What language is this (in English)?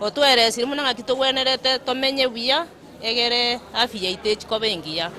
Gusii